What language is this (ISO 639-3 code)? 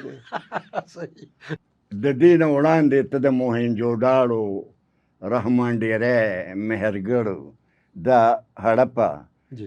pus